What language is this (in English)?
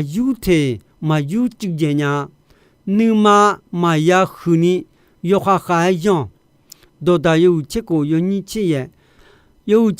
Akha